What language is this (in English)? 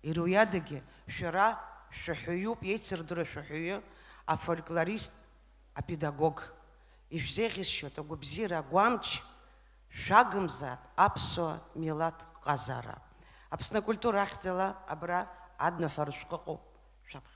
Abkhazian